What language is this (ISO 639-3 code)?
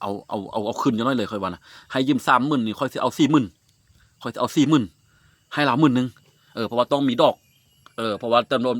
lao